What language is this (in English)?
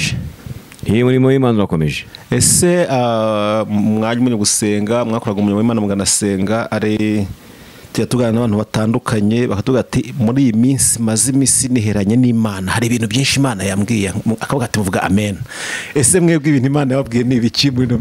Kinyarwanda